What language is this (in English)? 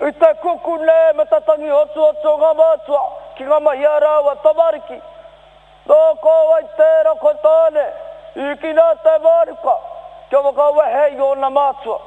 Māori